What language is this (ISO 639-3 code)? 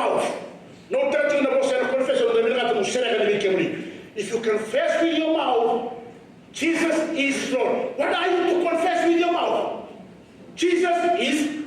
fij